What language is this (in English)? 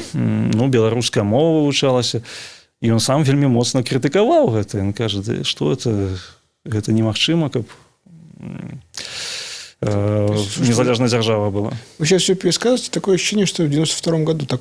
Belarusian